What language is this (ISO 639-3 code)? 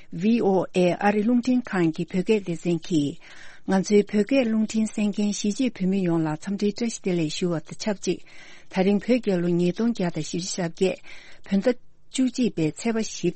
bod